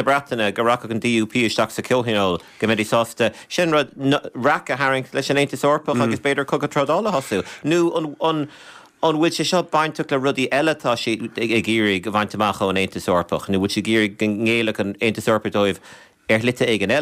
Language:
Irish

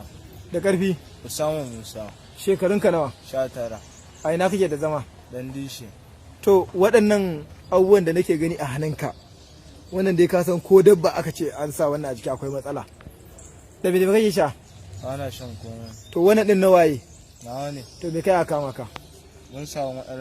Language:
Hausa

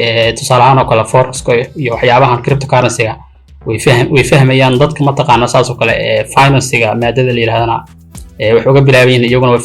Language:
Somali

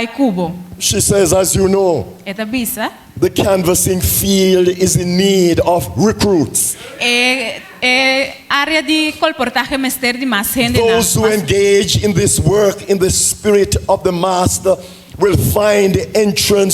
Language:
Papiamento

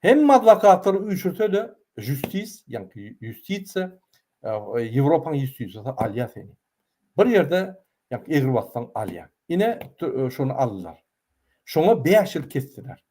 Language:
Turkmen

